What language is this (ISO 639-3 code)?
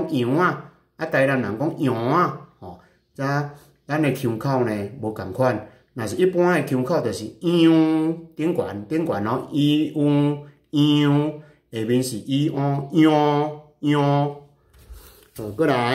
nan